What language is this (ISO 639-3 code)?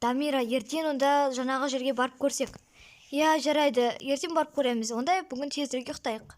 kaz